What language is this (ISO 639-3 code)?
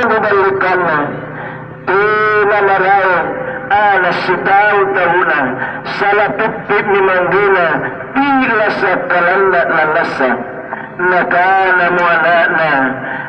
mak